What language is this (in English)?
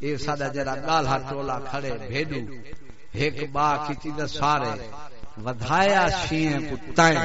Saraiki